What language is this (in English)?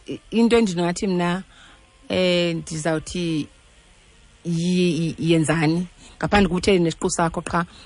Xhosa